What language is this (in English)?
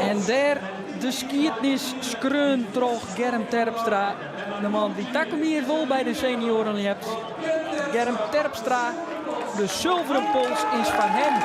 Western Frisian